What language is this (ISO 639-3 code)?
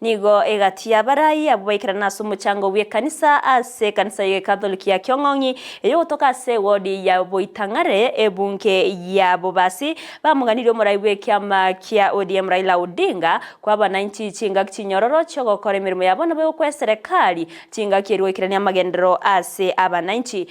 guz